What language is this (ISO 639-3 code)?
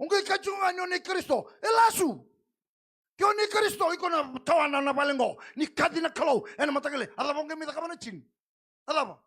fij